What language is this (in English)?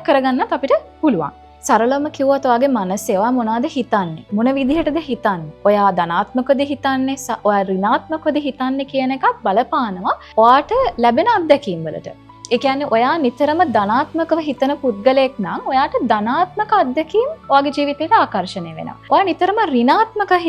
Sinhala